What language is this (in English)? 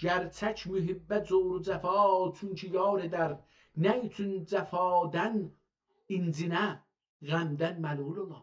South Azerbaijani